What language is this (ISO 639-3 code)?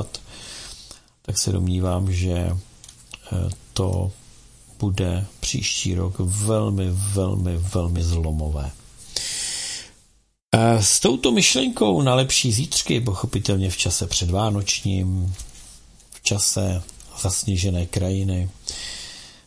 ces